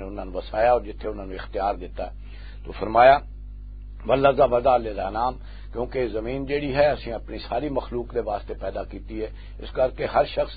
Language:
Western Panjabi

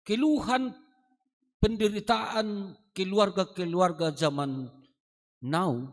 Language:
Batak Simalungun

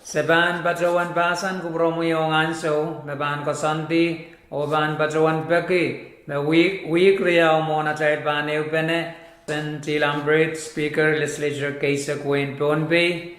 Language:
Pohnpeian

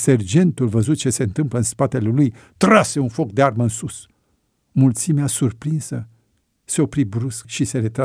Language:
Romanian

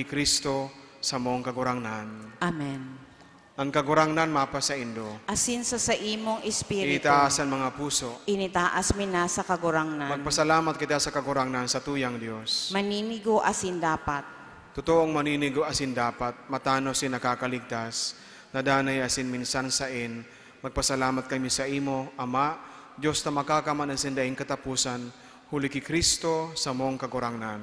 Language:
Bikol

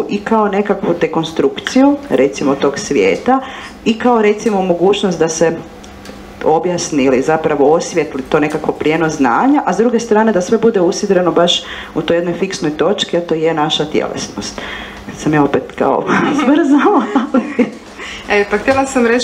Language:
Croatian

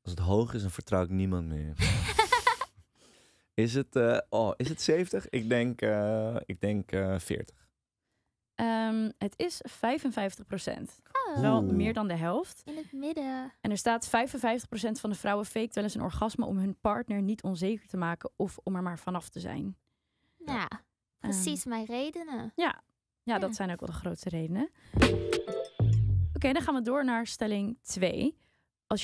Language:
Dutch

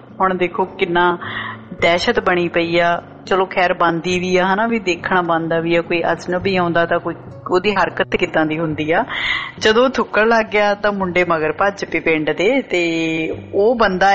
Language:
Punjabi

